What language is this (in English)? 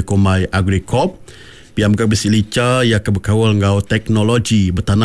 Iban